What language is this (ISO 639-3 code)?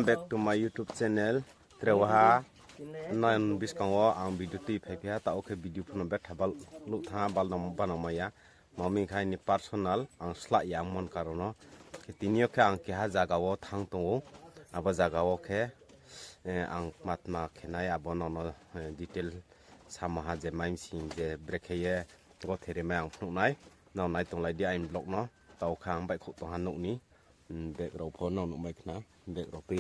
ria